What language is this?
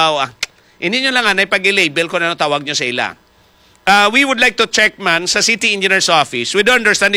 Hiligaynon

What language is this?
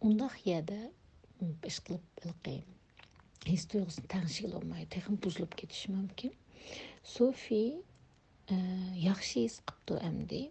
Uyghur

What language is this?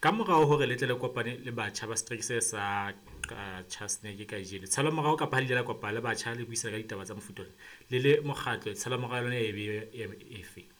Southern Sotho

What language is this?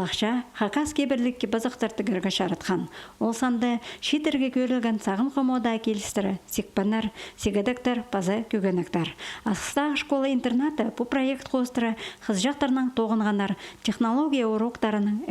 Khakas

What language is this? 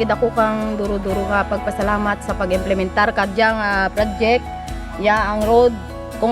Kinaray-a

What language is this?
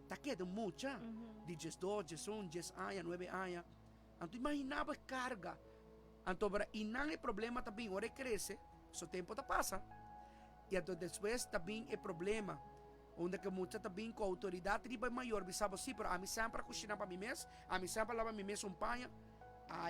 Papiamento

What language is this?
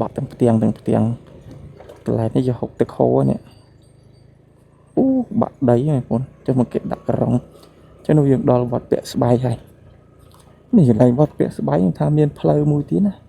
Khmer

